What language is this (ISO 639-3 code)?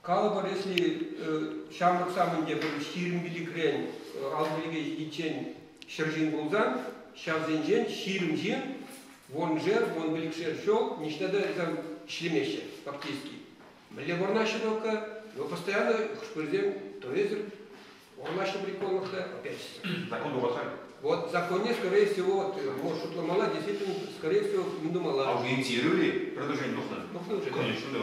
chv